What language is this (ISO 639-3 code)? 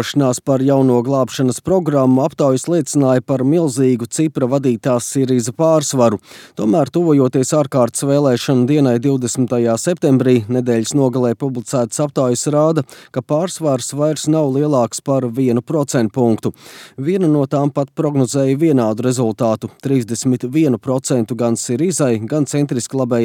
lav